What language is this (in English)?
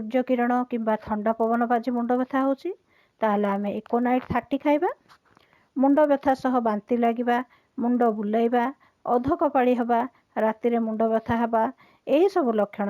Odia